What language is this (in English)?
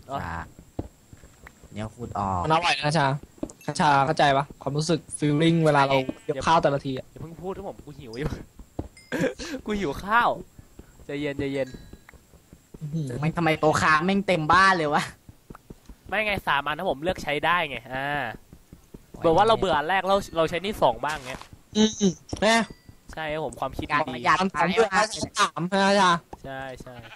Thai